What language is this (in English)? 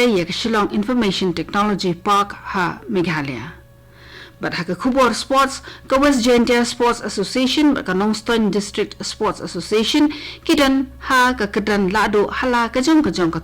Khasi